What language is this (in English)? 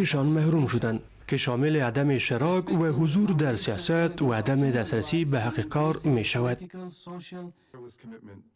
Persian